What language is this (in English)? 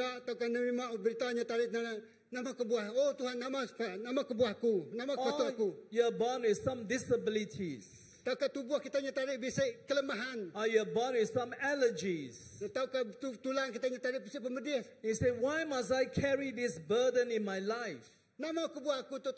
Iban